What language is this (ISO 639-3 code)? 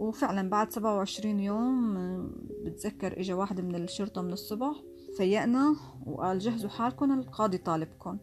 apc